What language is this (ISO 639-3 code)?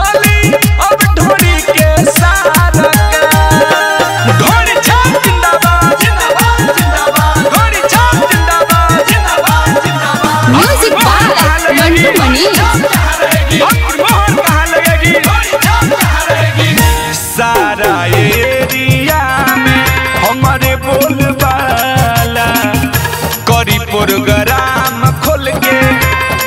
bho